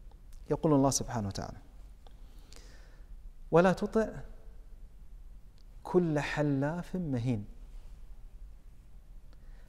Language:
Arabic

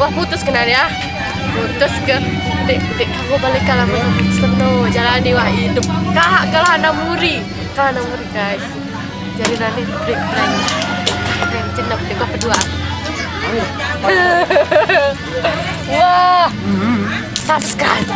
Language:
Sasak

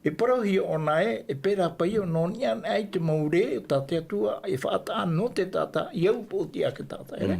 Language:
Tahitian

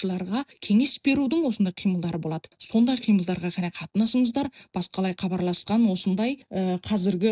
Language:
Kazakh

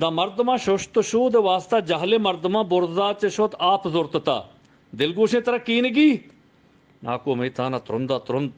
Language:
Eastern Balochi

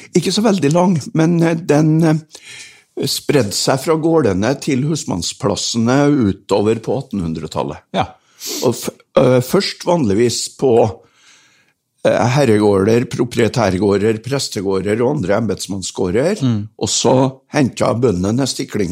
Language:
Norwegian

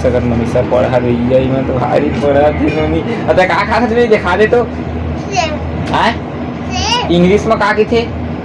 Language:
Chhattisgarhi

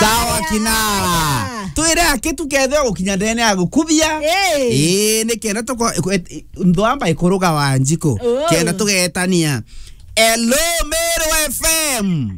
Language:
Meru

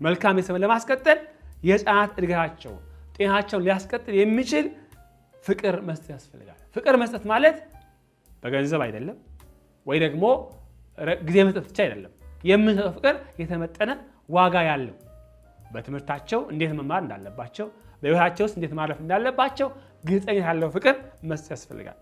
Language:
Amharic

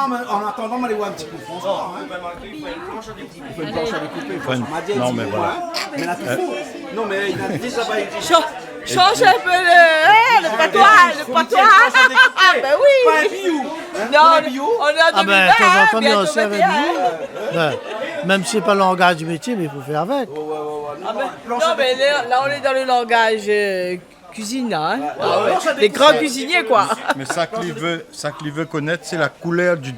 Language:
Réunion Creole French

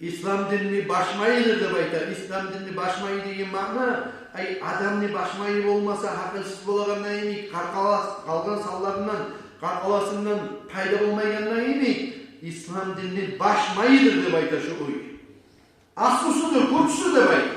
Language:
Kumyk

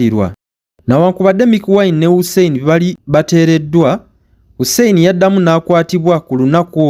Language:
Ganda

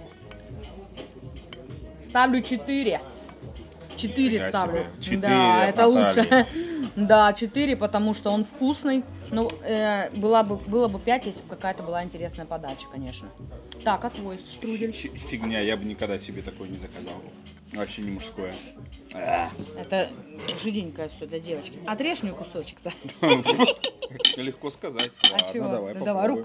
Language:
Russian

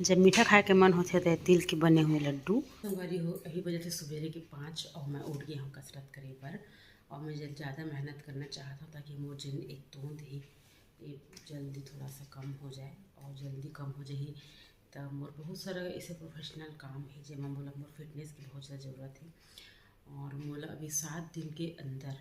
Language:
Chhattisgarhi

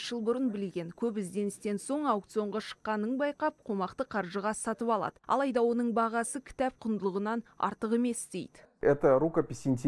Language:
Kazakh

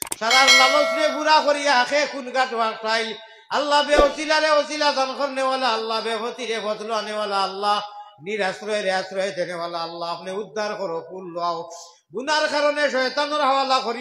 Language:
Sylheti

